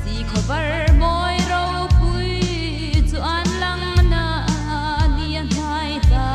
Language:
Hmar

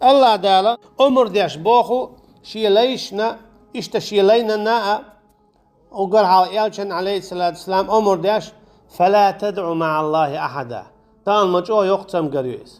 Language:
Chechen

